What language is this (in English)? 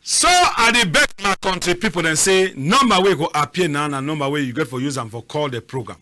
Cameroon Pidgin